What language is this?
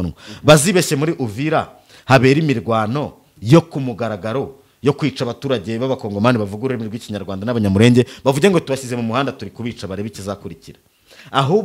Kinyarwanda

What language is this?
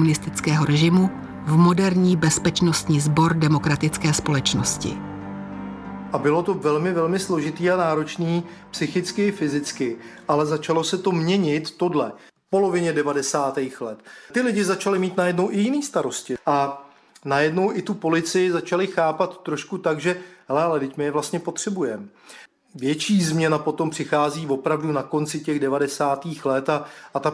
Czech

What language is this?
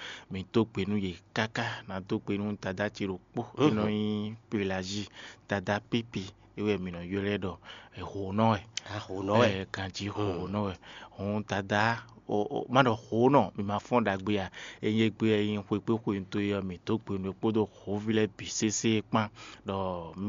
Fon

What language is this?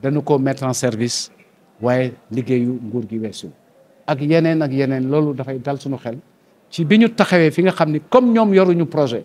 Wolof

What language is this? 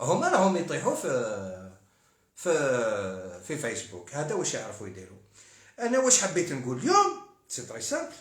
Algerian Arabic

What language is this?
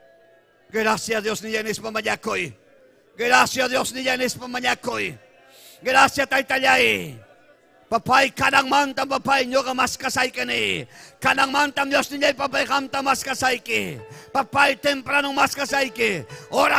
Ayacucho Quechua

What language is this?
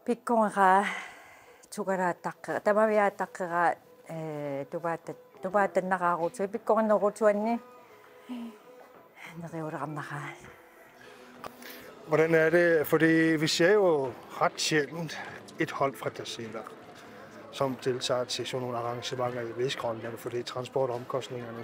Kalaallisut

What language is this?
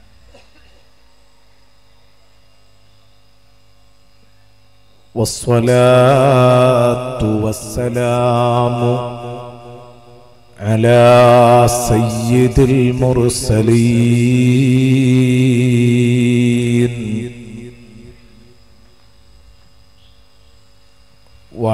Malayalam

